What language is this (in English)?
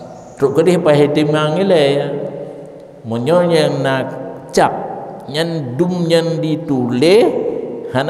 Achinese